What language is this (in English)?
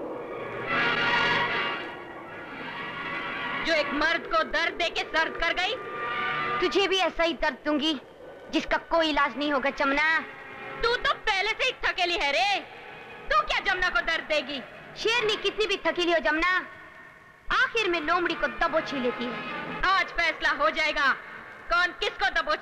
Hindi